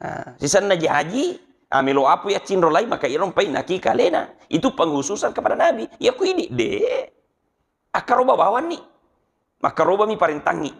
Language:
Buginese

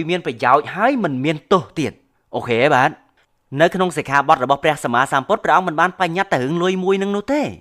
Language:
Khmer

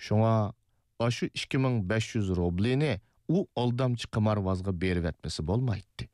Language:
Uyghur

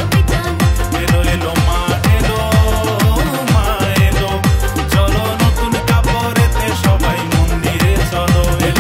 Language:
Bangla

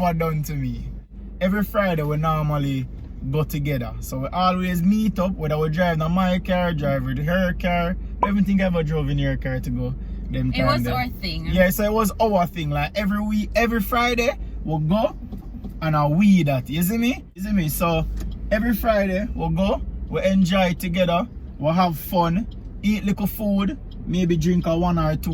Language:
Jamaican Creole English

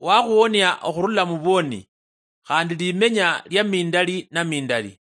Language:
Luyia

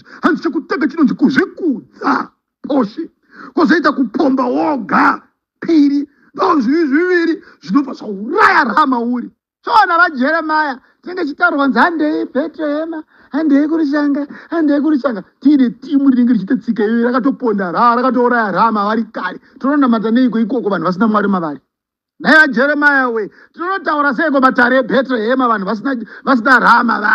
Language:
Shona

